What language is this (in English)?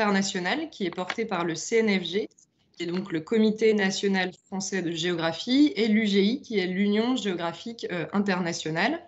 French